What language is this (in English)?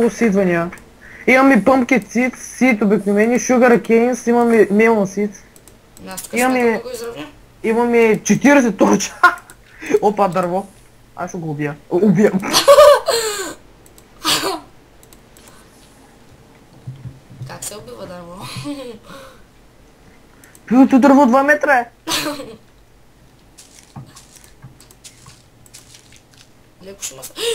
Bulgarian